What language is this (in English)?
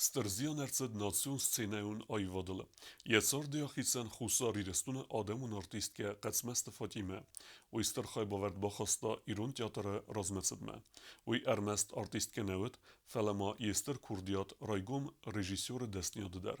Ossetic